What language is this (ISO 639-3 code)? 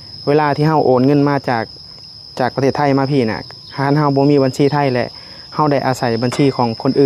lao